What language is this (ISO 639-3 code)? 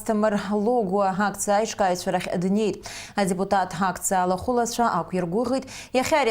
abk